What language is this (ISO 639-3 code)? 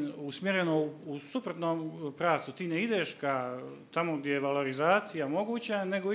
srp